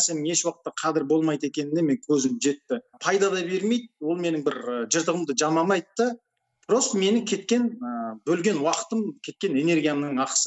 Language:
Kazakh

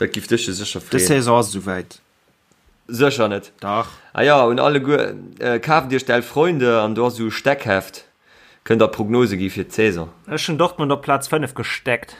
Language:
Luxembourgish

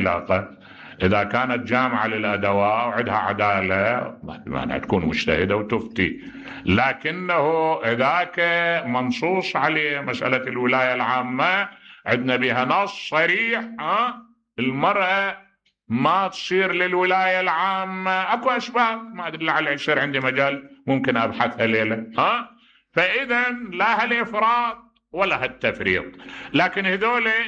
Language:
Mesopotamian Arabic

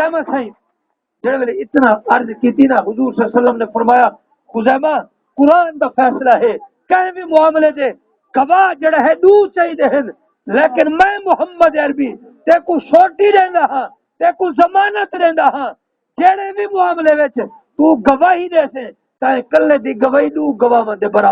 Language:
Saraiki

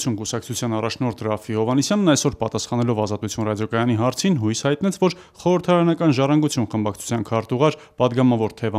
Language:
Armenian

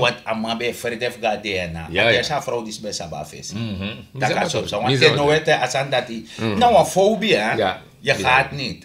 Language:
Sranan Tongo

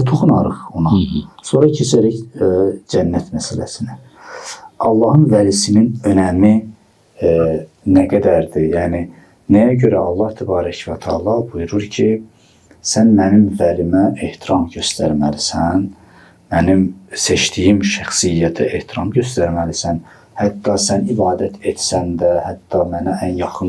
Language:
Azerbaijani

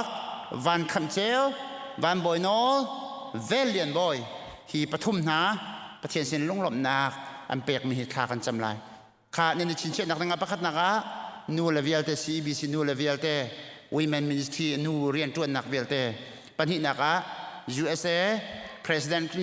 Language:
Hakha Chin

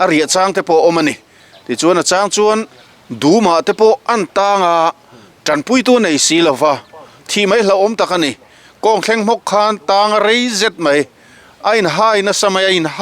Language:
Mizo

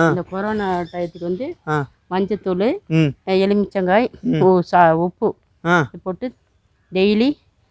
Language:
Tamil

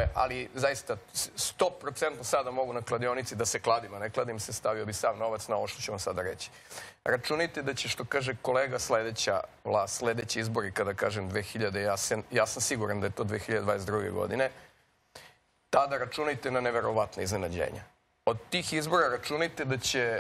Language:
Serbian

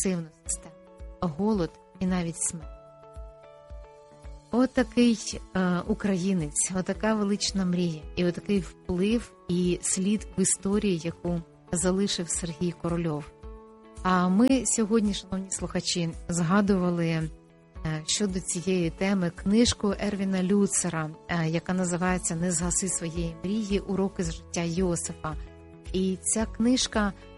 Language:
Ukrainian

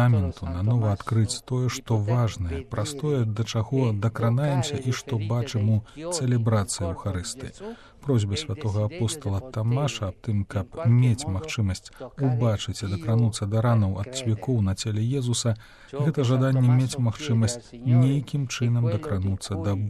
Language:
Belarusian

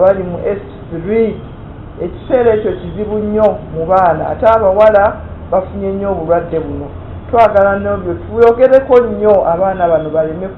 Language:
Ganda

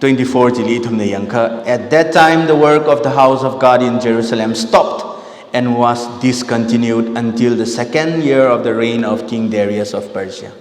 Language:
Tangkhul Naga (India)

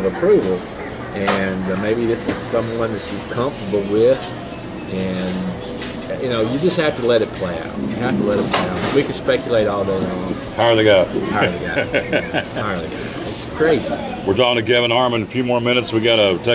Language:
English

